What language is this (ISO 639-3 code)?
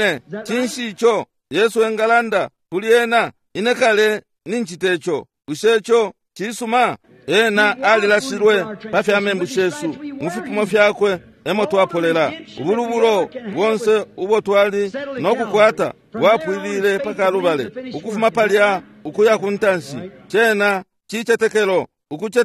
bem